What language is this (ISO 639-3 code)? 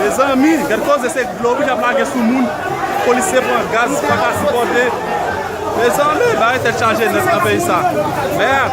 hat